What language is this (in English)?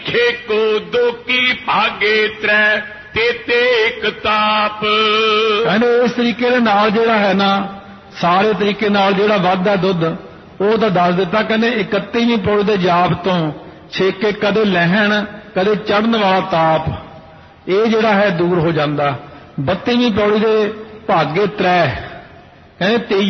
Punjabi